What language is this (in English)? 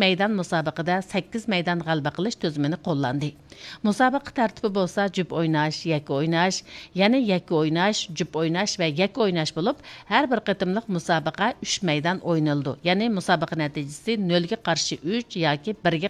Uyghur